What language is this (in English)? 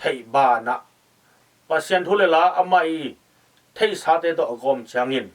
Tedim Chin